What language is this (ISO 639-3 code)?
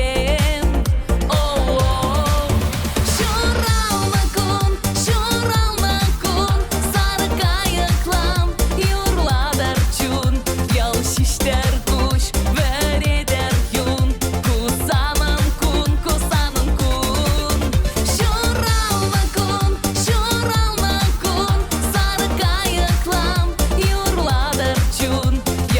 chv